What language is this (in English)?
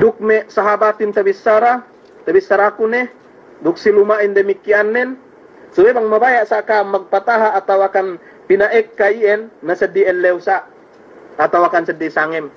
Yakan